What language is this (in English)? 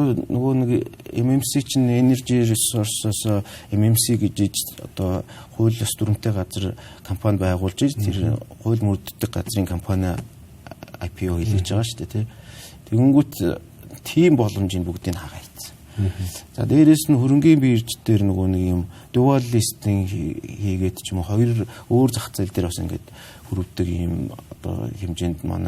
Mongolian